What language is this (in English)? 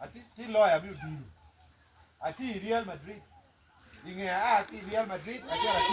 Acoli